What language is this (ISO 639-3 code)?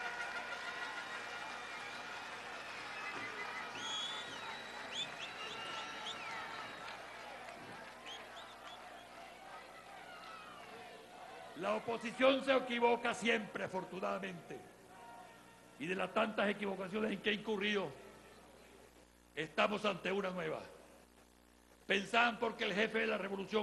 spa